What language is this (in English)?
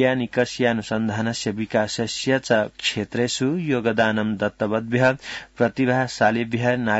Sanskrit